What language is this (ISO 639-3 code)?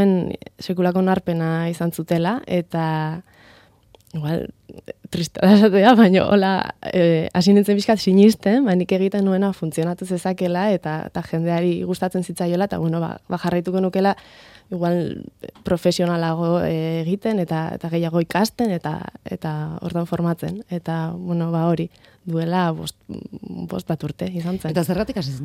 eus